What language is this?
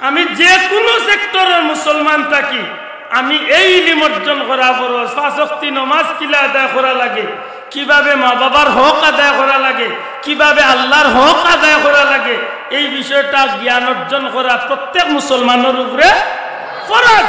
Sylheti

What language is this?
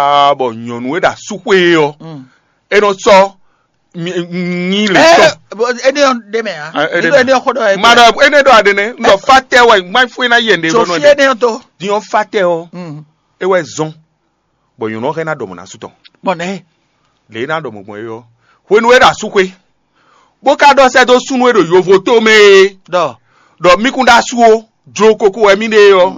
Fon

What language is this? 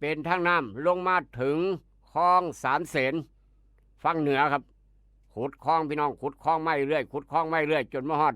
Northeastern Thai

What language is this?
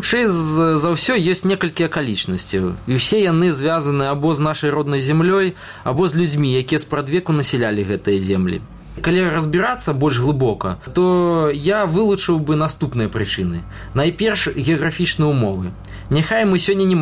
Belarusian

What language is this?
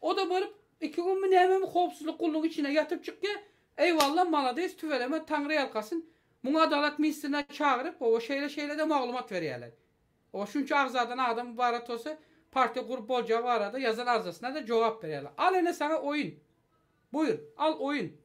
Turkmen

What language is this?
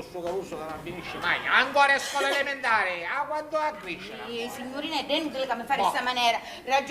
Sicilian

